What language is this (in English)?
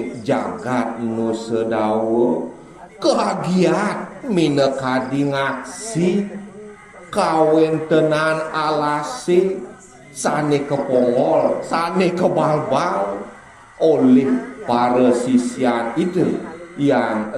Balinese